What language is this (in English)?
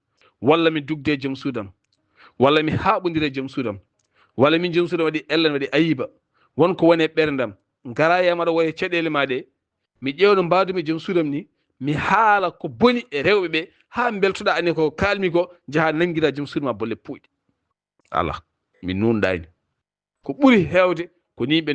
Fula